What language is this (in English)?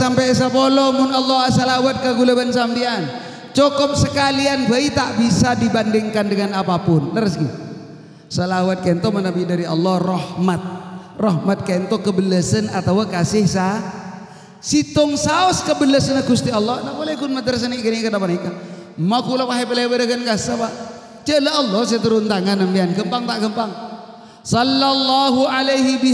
Madurese